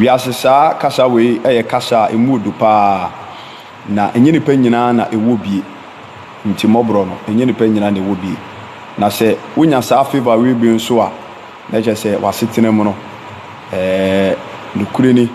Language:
Akan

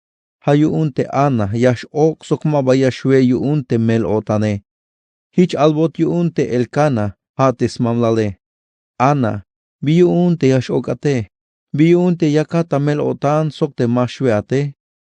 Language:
Tzeltal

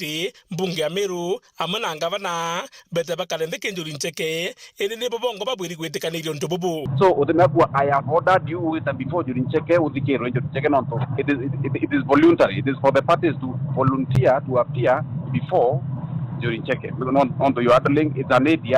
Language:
Meru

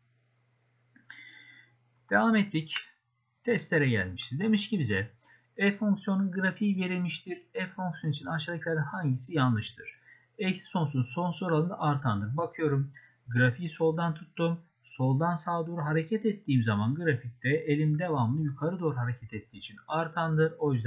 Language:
Turkish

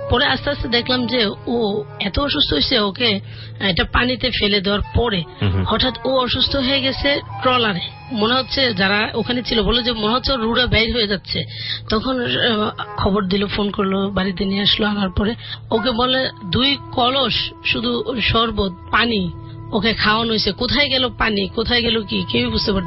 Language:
Bangla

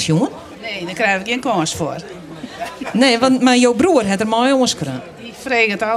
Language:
Western Frisian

